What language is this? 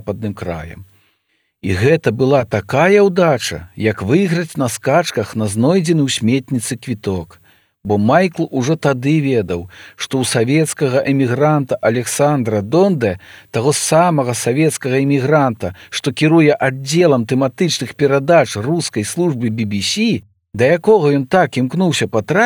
Belarusian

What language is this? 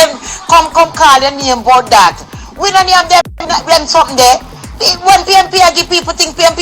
Jamaican Creole English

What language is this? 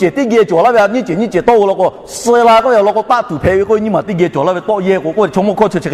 Lahu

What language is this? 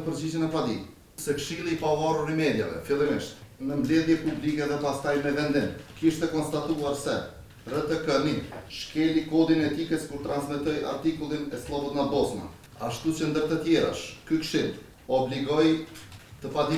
Albanian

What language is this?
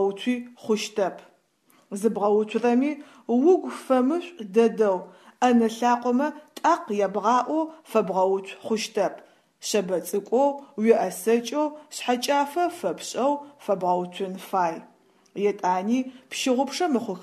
Adyghe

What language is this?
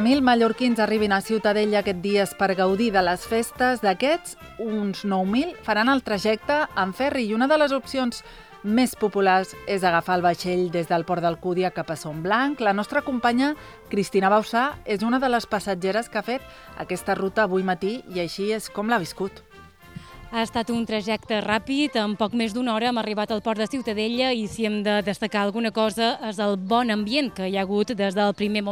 Catalan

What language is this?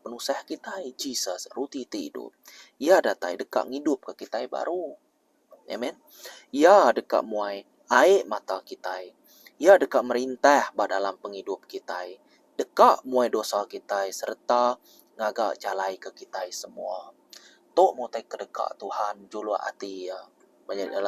Iban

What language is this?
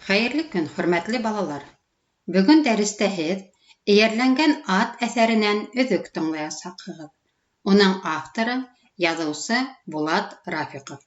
Bashkir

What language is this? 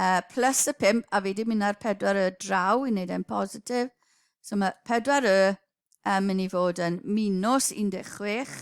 Welsh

